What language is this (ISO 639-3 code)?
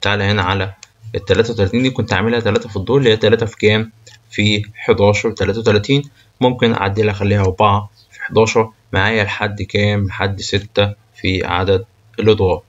arz